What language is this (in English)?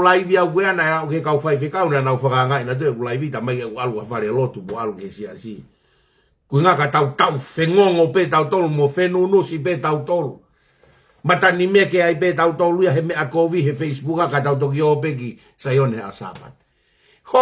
Tongan